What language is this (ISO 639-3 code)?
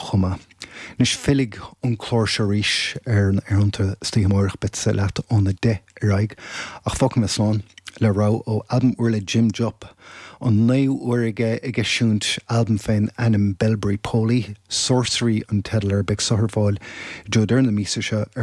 gle